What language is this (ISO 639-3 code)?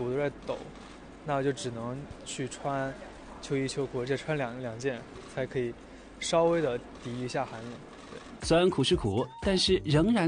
zho